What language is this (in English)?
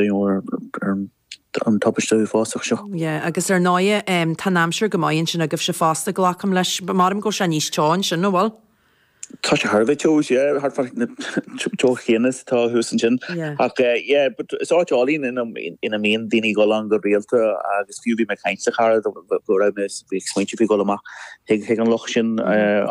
Irish